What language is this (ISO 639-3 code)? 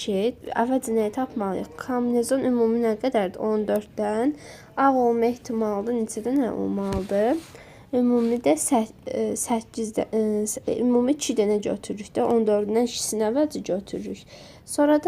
aze